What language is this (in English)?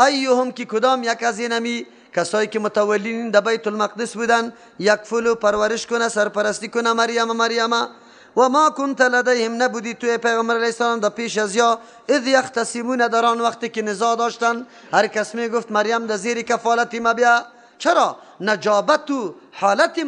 Persian